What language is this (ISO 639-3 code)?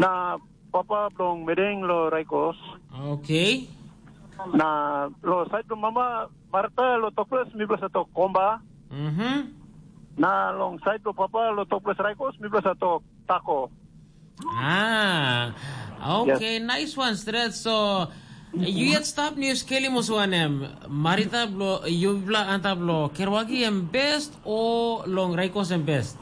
tpi